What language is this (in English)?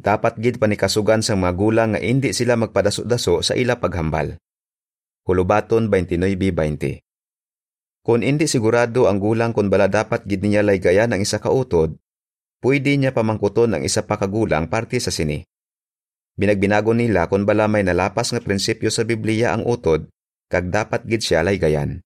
Hiligaynon